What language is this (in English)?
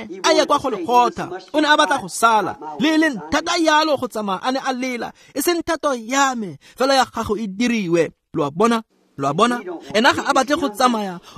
Tswana